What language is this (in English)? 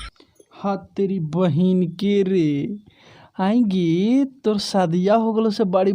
Magahi